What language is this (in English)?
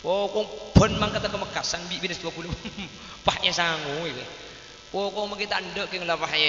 Madurese